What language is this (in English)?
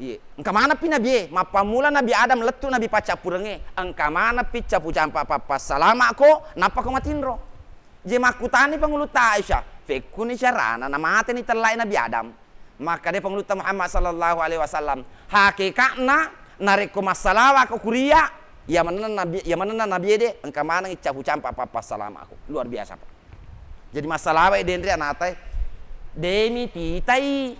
Buginese